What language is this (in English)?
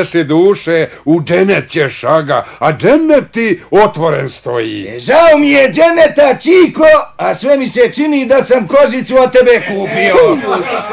Bosnian